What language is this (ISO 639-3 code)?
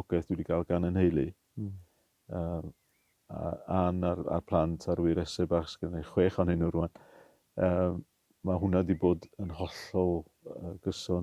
cym